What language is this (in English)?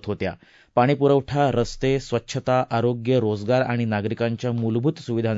Marathi